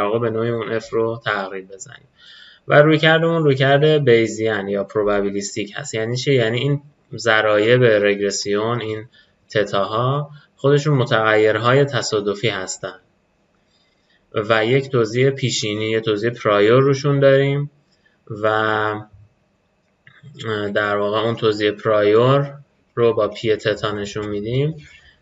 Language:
Persian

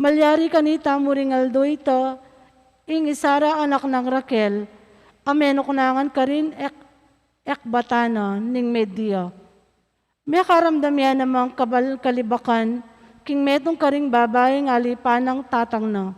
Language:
Pampanga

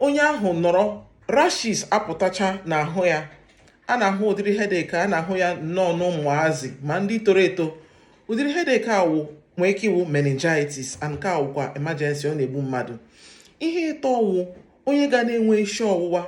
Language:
Igbo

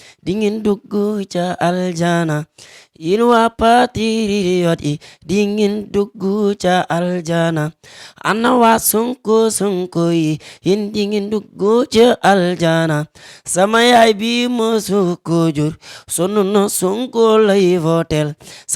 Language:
Wolof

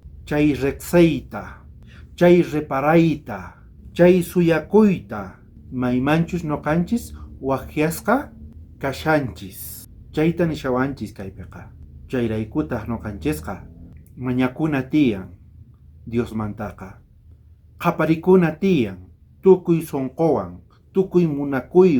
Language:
South Bolivian Quechua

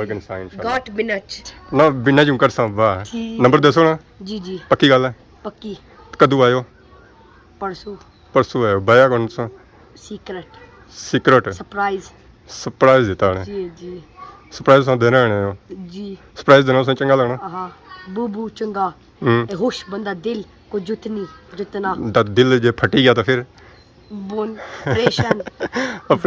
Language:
Pahari-Potwari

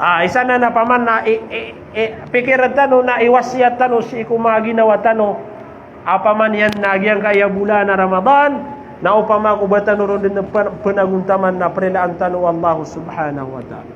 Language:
Maranao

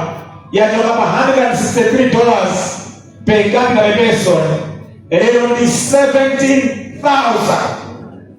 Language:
Nyanja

